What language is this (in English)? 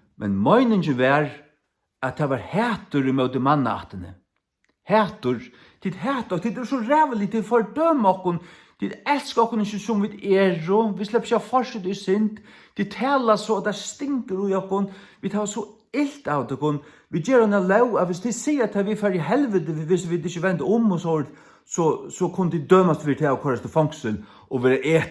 Faroese